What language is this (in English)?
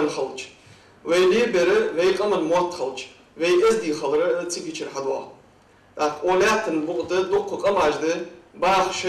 Ingush